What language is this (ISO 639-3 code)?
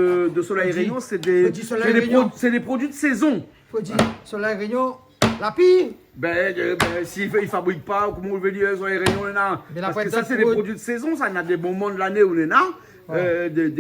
rcf